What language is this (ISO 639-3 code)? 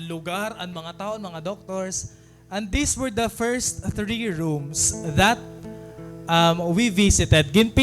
war